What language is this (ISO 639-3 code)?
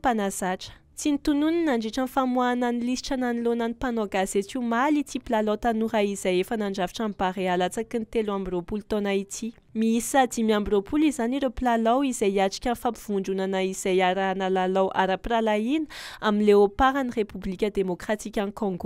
mlg